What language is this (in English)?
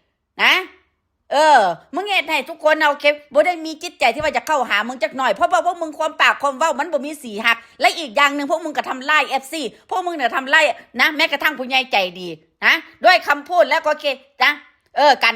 Northeastern Thai